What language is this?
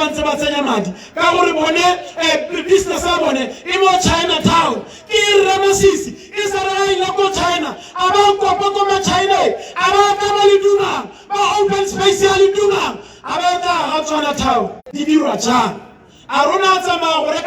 Tswana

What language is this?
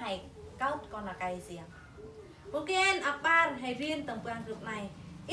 Eastern Bru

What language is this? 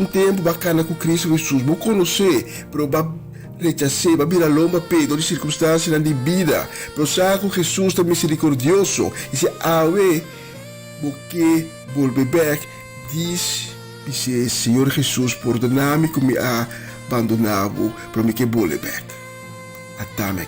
Papiamento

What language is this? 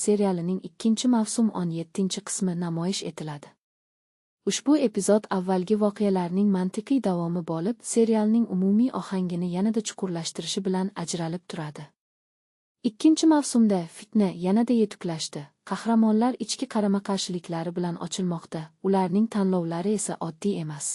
Uzbek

